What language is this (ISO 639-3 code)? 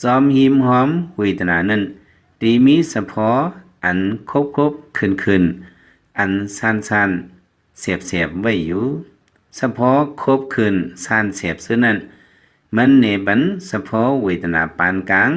lao